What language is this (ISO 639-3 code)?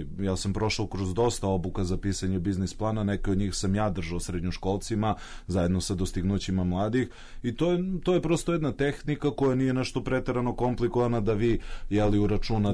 srp